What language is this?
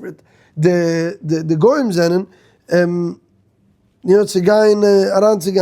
Yiddish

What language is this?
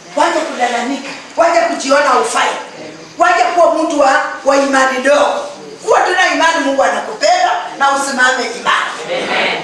Swahili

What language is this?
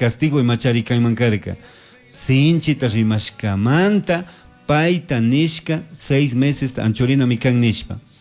Chimborazo Highland Quichua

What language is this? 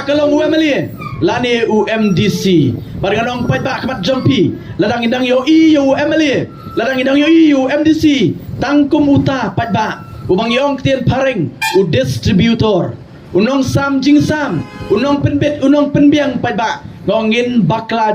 Khasi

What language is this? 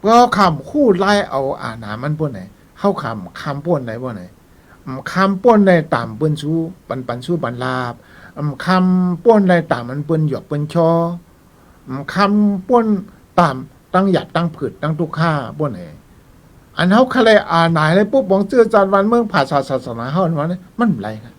Shan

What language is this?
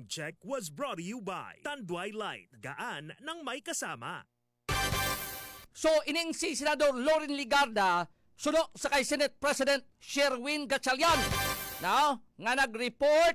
Hiligaynon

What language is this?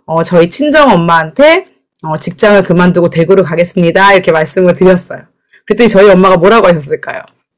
Korean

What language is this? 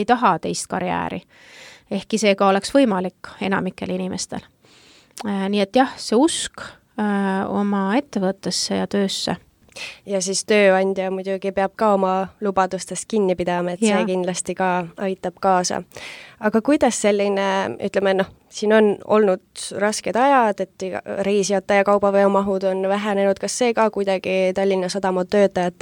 Estonian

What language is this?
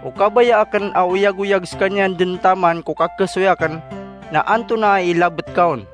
Maranao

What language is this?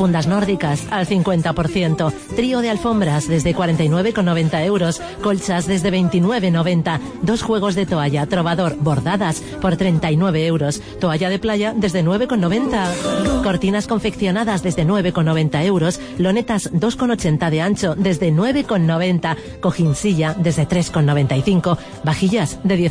Spanish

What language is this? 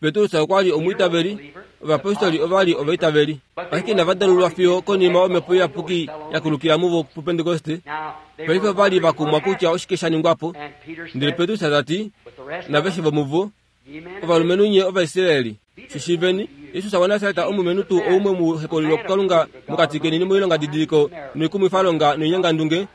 Kuanyama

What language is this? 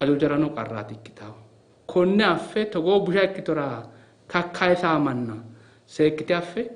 Sidamo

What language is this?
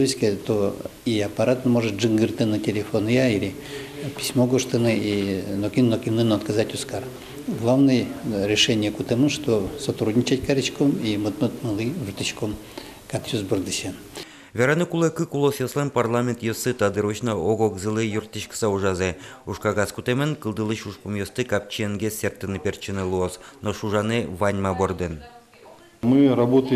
Udmurt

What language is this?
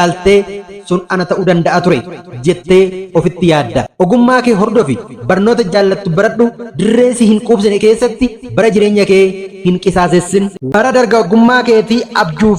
Oromo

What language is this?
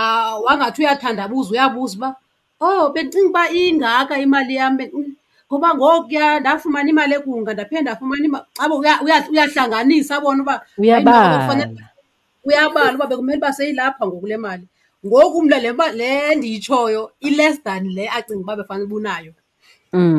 Xhosa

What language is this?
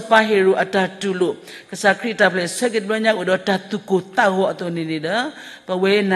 S'gaw Karen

